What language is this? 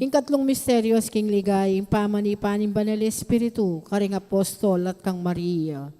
Pampanga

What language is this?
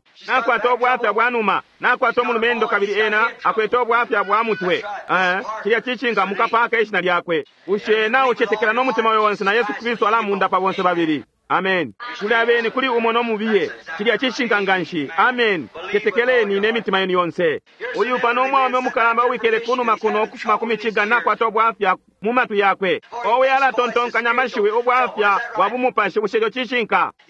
Bemba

